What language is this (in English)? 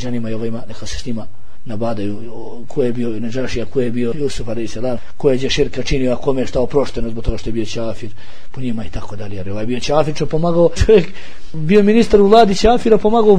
Bosnian